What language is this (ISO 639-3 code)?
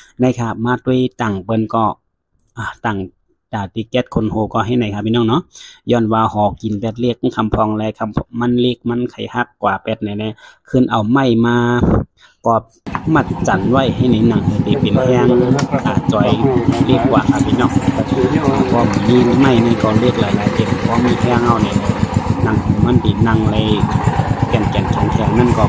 shn